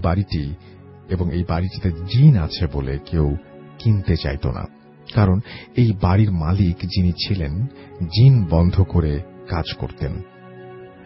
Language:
Bangla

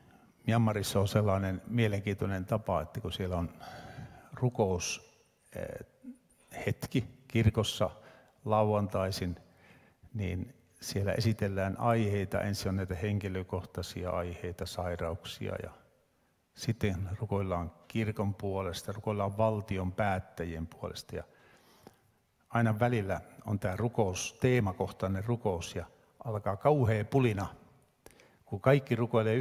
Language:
Finnish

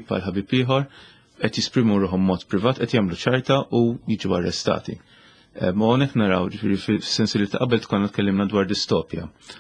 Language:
Maltese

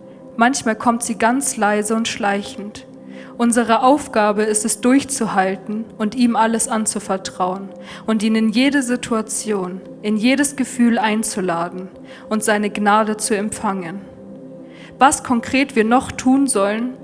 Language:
Swiss German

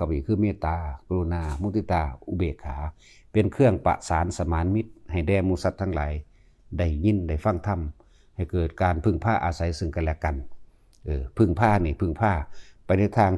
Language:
Northeastern Thai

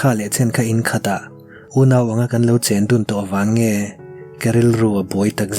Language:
Mizo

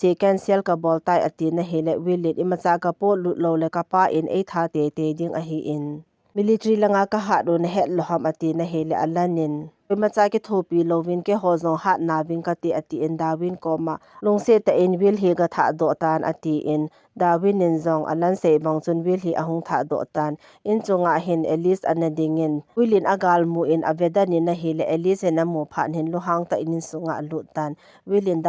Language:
Thado Chin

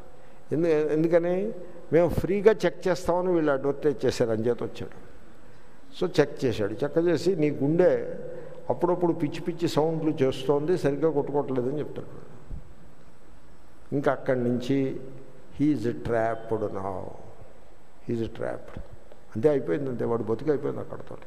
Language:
Telugu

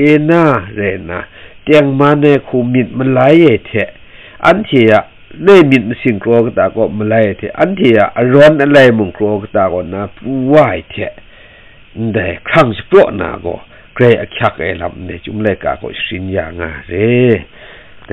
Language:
Kachin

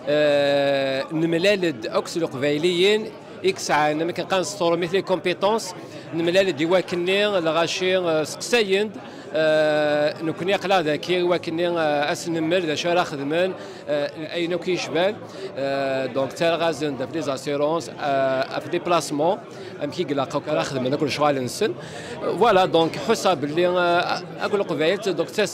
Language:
Kabyle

